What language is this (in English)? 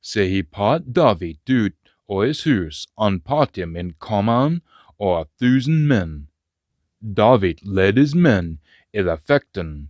Scots